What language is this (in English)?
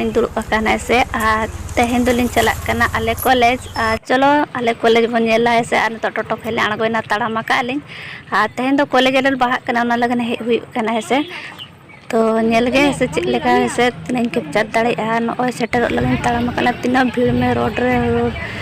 Santali